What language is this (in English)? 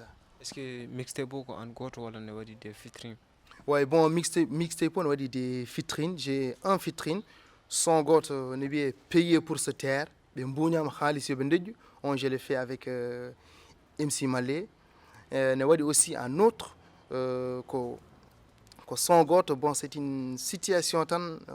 Fula